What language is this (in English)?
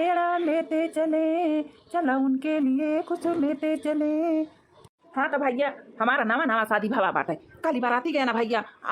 Awadhi